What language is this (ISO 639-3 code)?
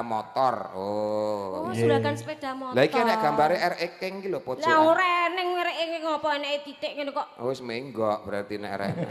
jav